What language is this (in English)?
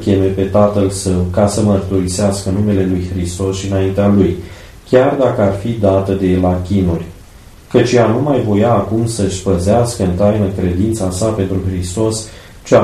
Romanian